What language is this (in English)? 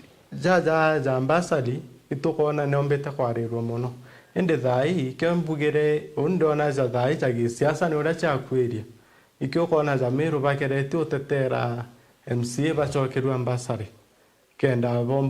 Meru